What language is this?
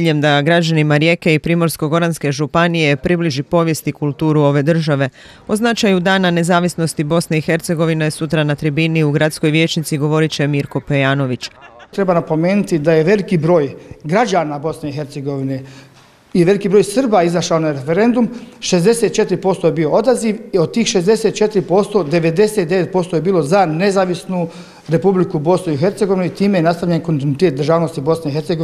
Croatian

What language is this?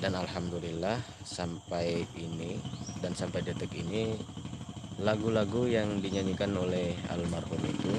Banjar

